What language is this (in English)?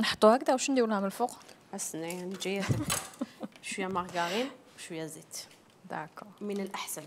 Algerian Arabic